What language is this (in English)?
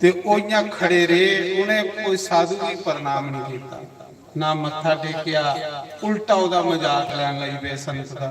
Dogri